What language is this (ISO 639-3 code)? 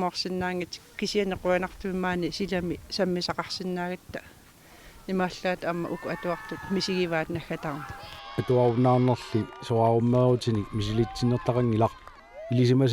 kal